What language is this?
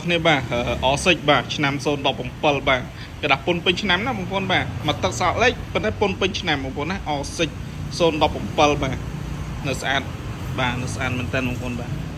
Khmer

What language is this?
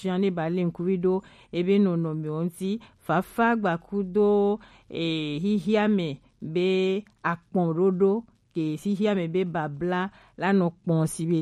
Gen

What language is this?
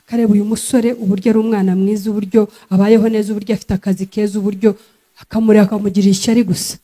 Kinyarwanda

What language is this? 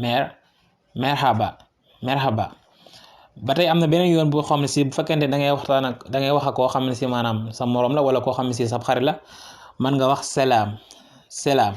Wolof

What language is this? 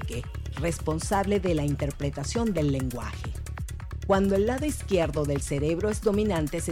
Spanish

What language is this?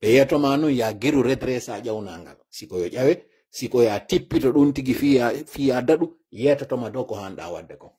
Fula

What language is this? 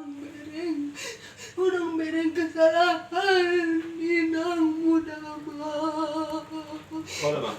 Betawi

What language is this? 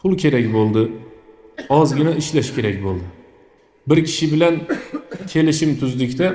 Uzbek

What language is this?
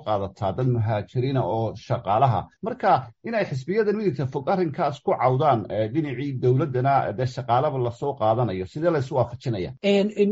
Somali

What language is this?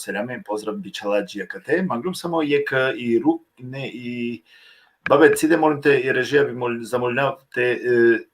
Balkan Romani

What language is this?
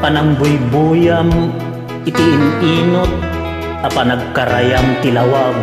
Iloko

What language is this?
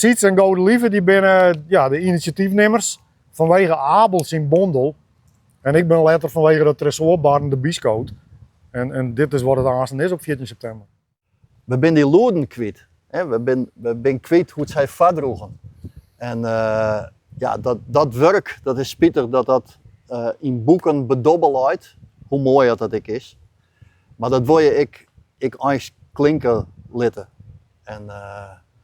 Western Frisian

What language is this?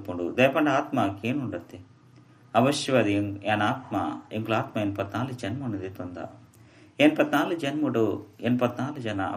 Tulu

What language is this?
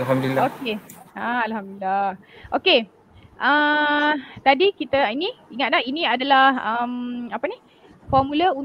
Malay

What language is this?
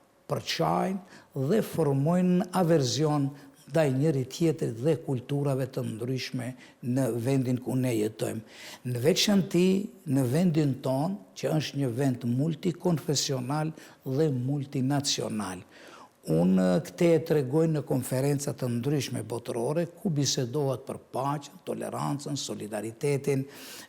Albanian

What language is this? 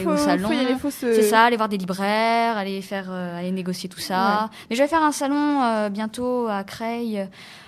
French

